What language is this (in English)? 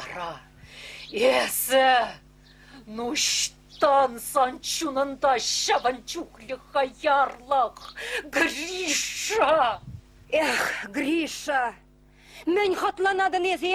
Chuvash